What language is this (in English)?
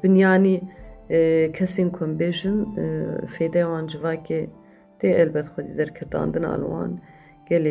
Kurdish